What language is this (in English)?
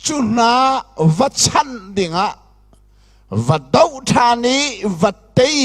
Hakha Chin